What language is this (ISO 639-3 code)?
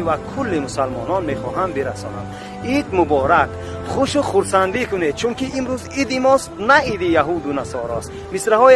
tgk